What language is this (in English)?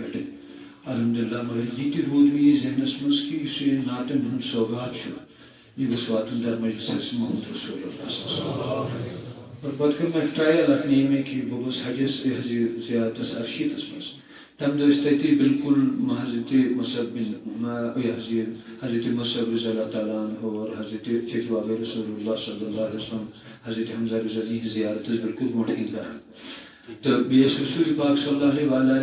Kashmiri